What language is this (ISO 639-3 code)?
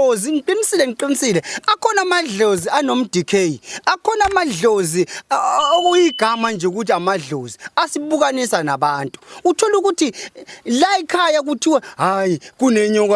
zul